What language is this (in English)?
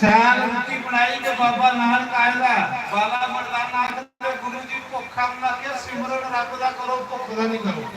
Dogri